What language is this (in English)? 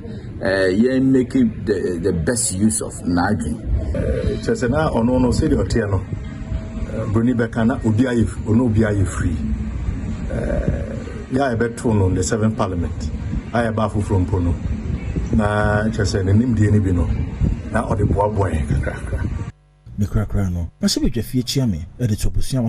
Akan